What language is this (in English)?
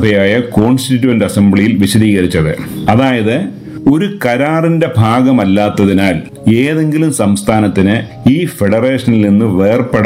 Malayalam